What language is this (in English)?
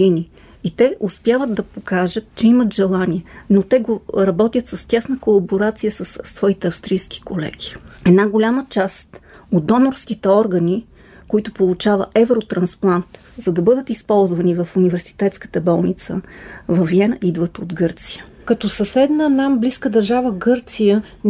Bulgarian